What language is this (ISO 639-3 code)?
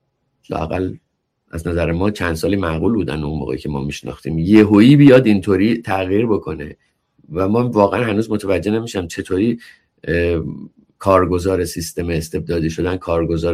fas